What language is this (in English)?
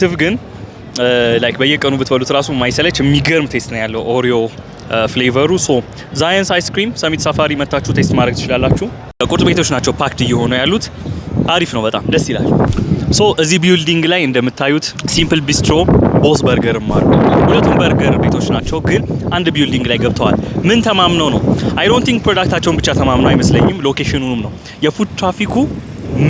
Amharic